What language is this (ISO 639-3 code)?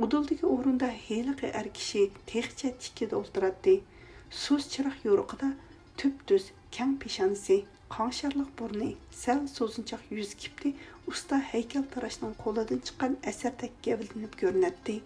uig